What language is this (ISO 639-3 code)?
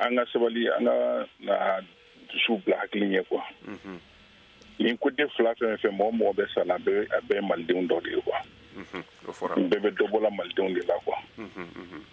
bam